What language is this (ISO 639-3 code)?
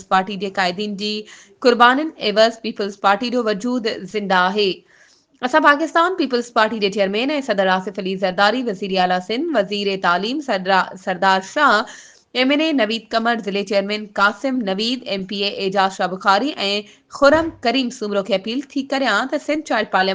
snd